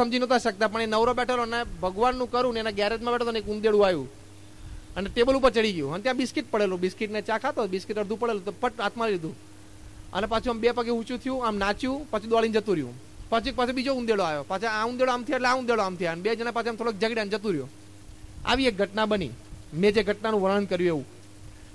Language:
Gujarati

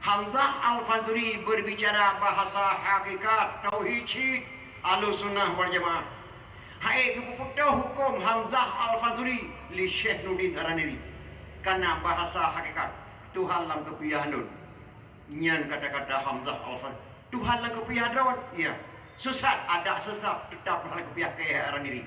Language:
Achinese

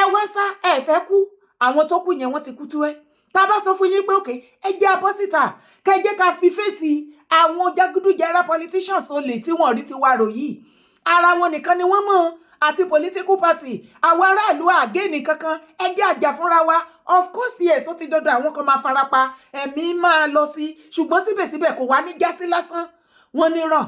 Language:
Yoruba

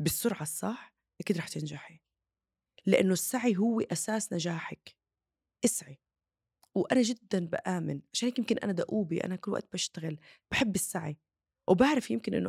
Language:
North Levantine Arabic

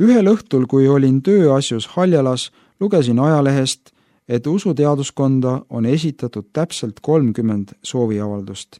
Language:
Estonian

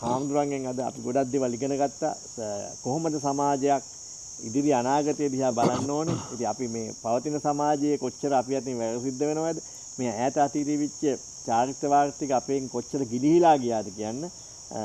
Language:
Sinhala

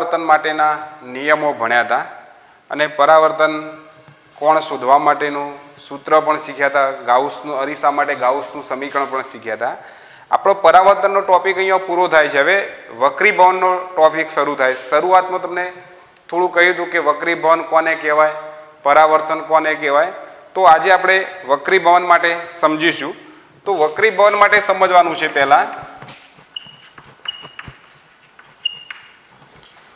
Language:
Gujarati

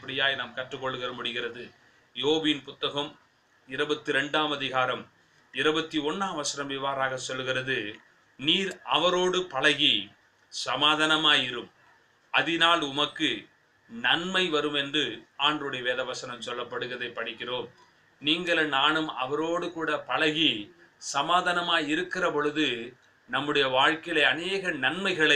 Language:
Tamil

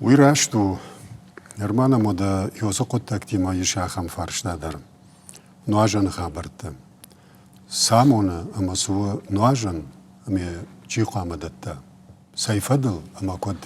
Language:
Ossetic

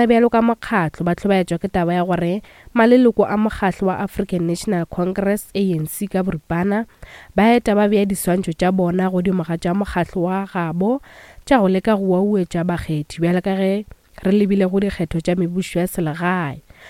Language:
Northern Sotho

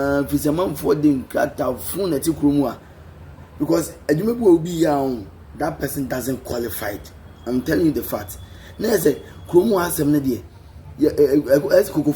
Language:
Akan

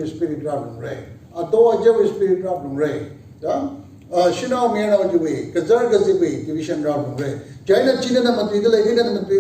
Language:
Tangkhul Naga (India)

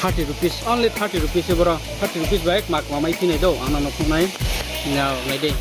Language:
Riang (India)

